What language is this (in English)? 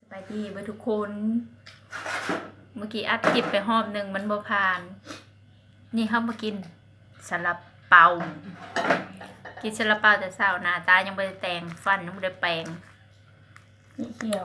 Lao